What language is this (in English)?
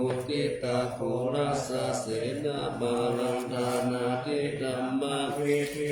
Pali